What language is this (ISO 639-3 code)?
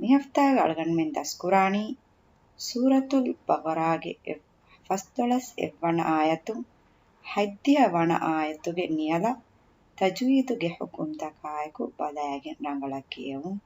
div